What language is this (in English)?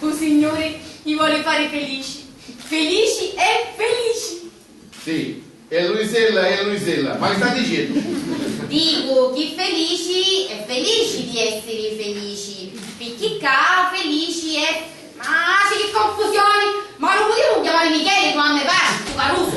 Sicilian